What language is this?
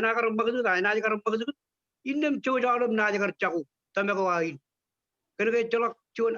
Marshallese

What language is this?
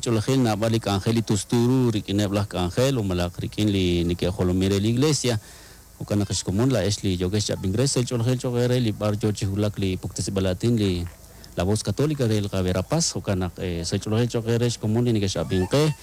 Kekchí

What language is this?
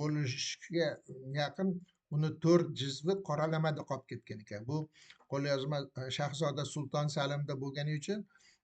Uzbek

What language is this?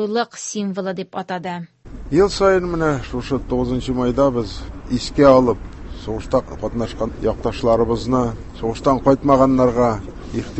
Tatar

